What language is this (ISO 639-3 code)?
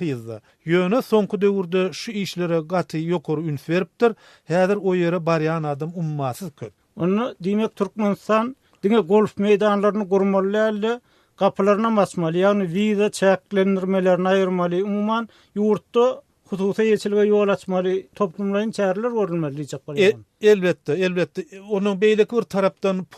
tuk